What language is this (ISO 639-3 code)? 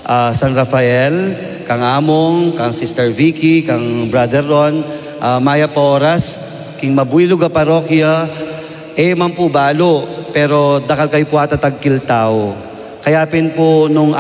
pam